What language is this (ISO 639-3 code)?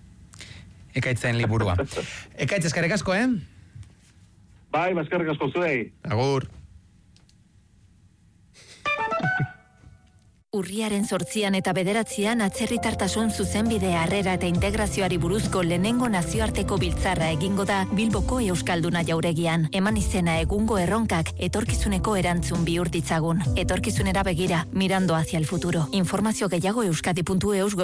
eus